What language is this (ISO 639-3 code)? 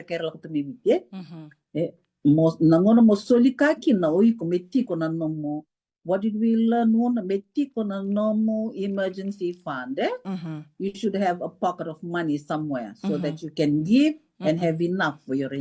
fij